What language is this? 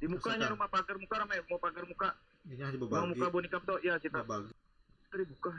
Banjar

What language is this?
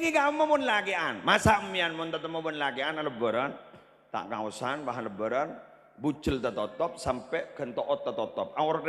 Madurese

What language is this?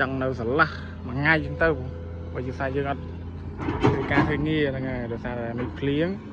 Khmer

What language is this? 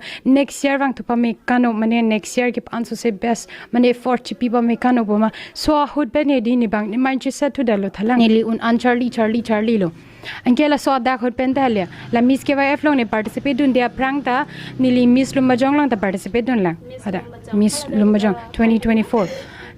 Karbi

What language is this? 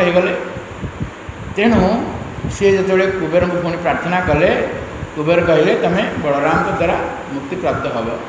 Odia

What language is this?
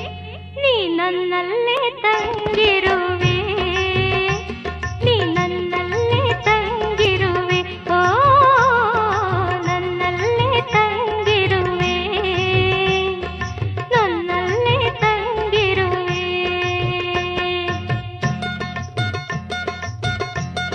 Kannada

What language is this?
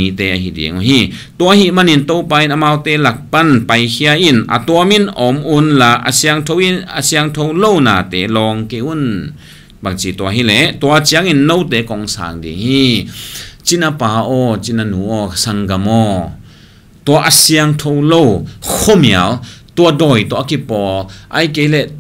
Tedim Chin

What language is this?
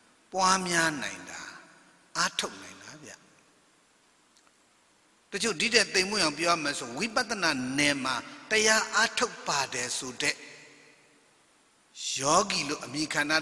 Burmese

